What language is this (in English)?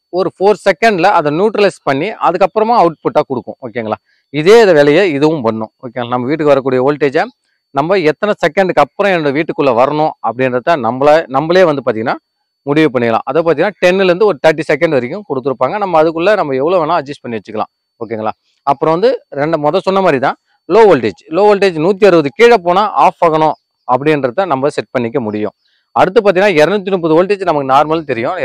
Tamil